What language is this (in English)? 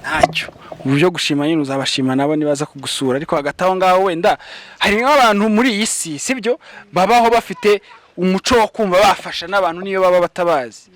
Kinyarwanda